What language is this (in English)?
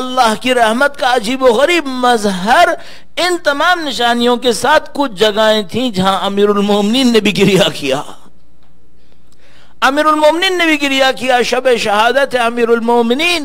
Urdu